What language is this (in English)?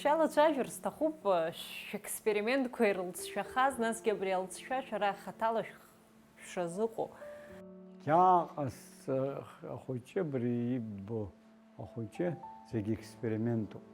Abkhazian